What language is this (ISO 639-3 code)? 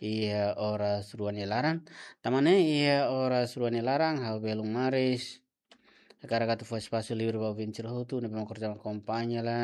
tet